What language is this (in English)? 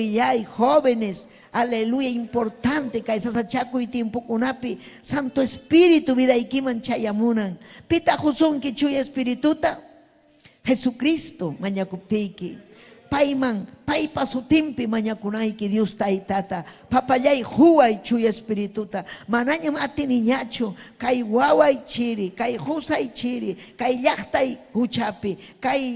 Ayacucho Quechua